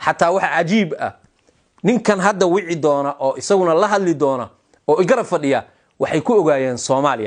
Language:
Somali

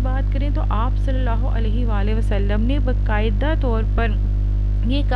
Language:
Urdu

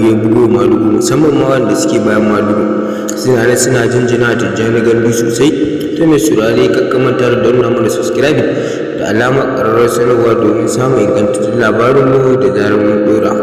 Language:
Hausa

